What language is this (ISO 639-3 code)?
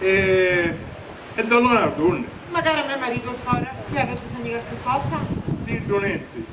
scn